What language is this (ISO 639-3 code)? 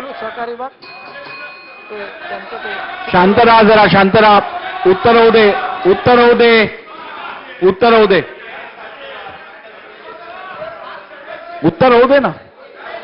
mar